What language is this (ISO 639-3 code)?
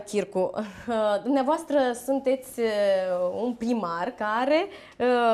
ron